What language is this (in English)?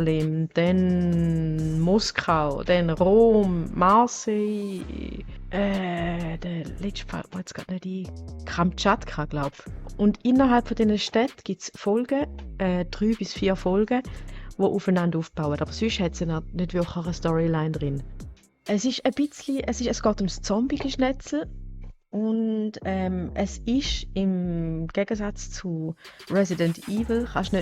Swiss German